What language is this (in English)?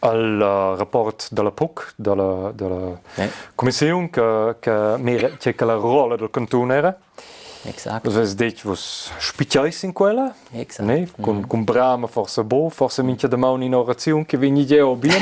Romansh